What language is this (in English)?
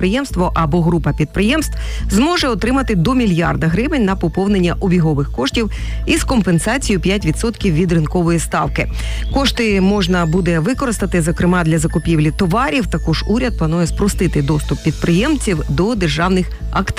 Ukrainian